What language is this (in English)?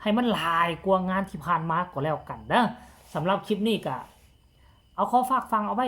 Lao